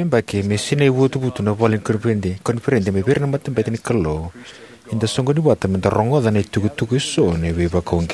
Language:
Fijian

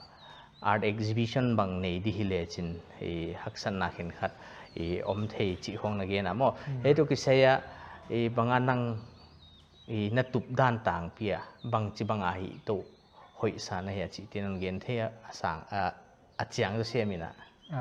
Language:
Paite Chin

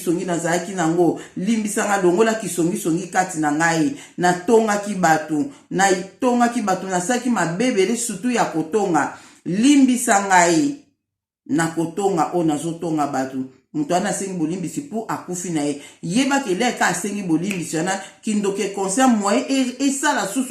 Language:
Lingala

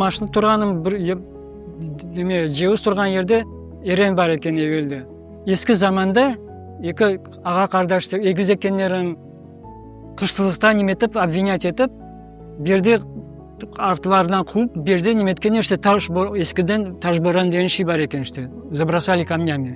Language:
Crimean Tatar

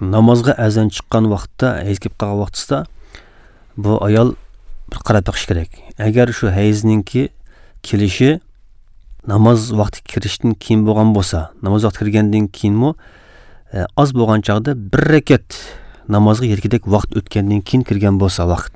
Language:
Uyghur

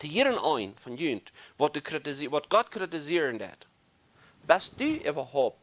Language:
Plautdietsch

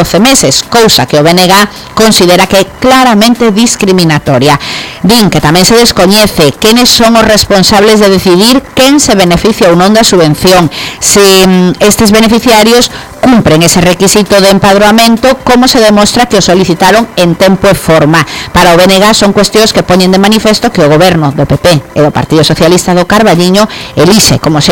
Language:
Galician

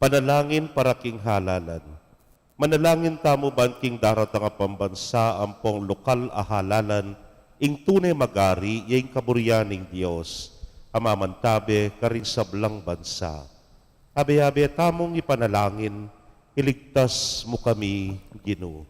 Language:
Pampanga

